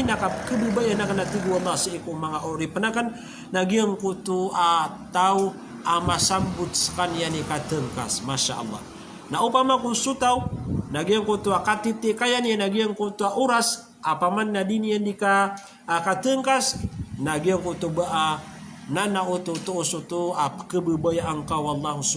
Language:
Maranao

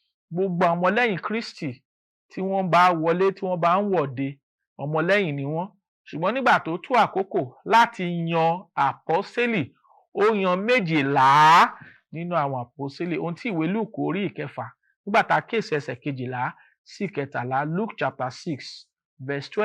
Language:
Yoruba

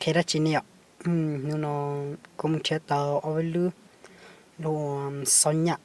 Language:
Hmong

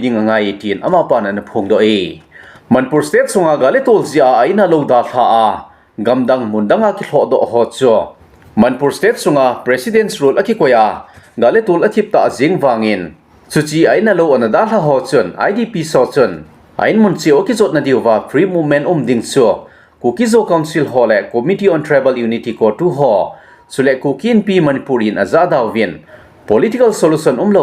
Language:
Thado Chin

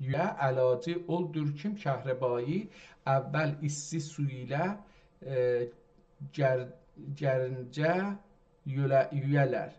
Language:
South Azerbaijani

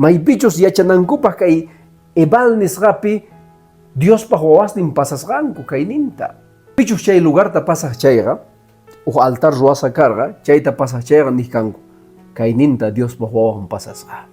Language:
Quechua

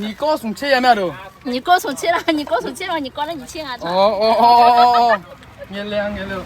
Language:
Akha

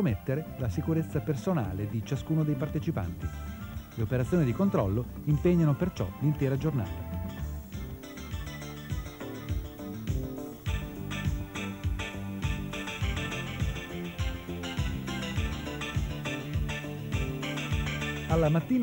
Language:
Italian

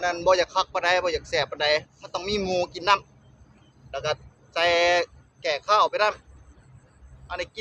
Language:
Northeastern Thai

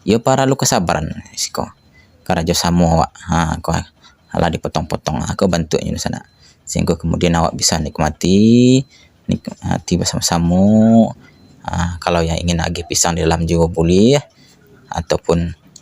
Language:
Minangkabau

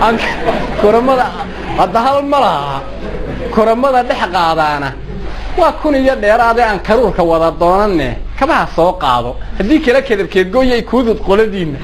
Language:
Somali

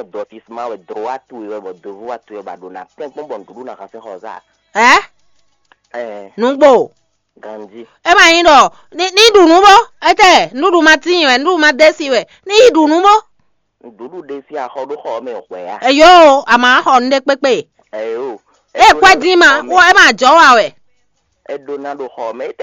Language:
Fon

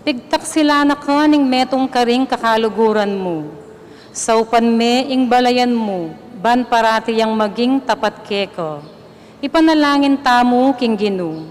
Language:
Pampanga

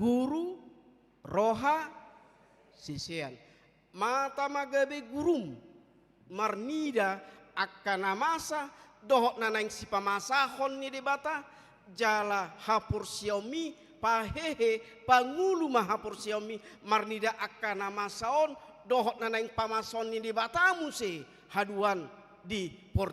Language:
Batak Toba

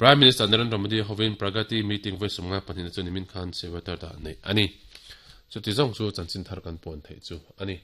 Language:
Mizo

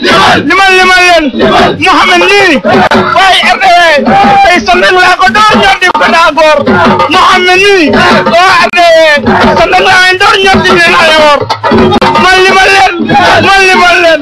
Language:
Wolof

